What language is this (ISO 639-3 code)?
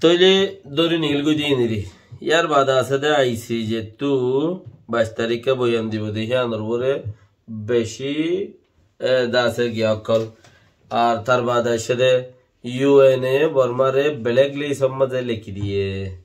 rhg